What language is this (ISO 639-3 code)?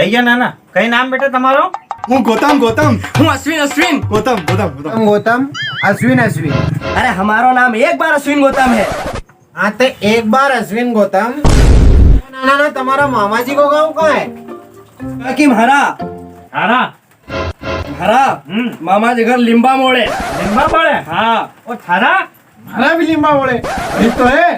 raj